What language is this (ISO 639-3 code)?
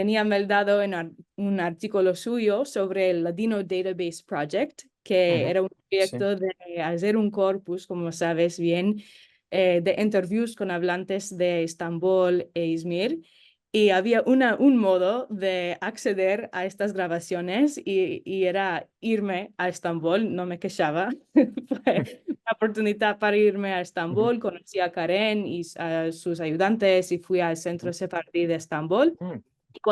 lad